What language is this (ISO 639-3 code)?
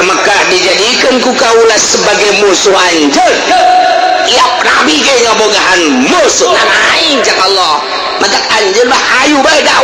sun